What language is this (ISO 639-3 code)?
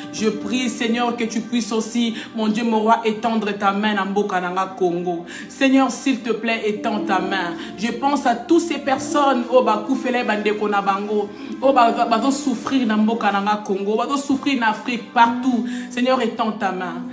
fra